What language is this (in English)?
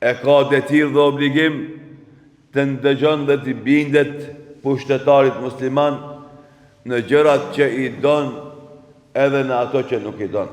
Albanian